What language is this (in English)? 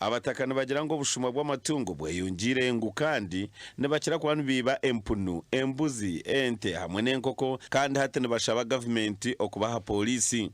Nyankole